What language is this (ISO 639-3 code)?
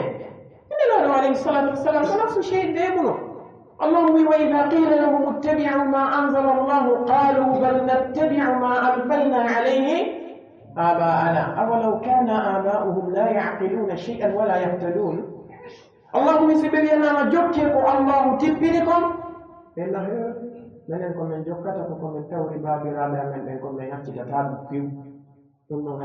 fuf